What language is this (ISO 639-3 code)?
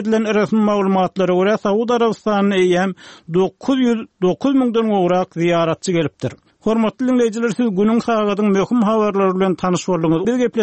tuk